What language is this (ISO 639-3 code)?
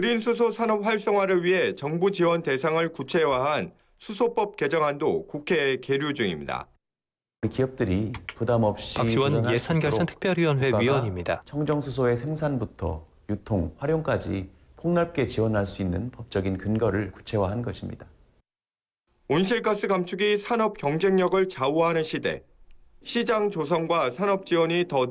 kor